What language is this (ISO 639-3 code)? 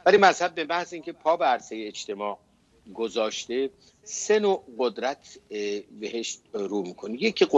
fas